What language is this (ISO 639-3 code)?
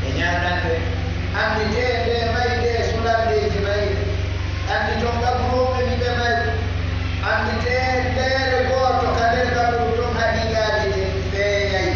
fuf